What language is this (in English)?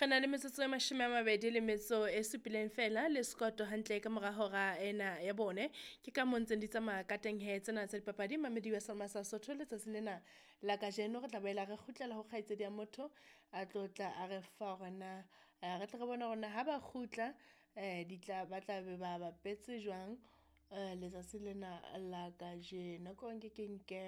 Southern Sotho